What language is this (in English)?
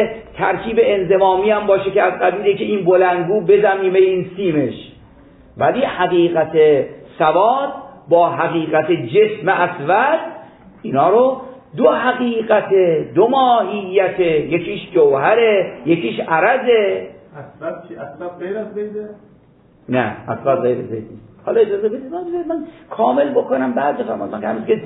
Persian